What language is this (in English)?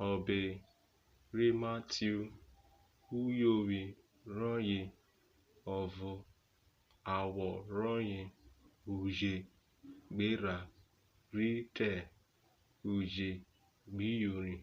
Urhobo